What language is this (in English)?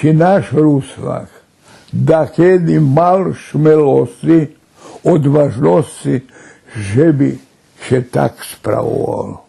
Rusyn